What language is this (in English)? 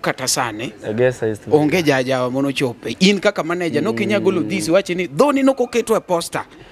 Luo (Kenya and Tanzania)